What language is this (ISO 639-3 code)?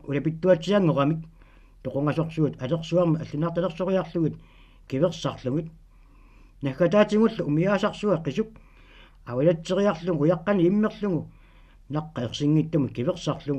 kal